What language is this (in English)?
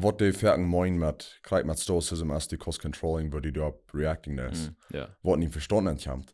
Plautdietsch